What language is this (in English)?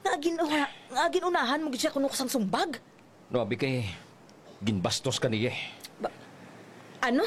Hiligaynon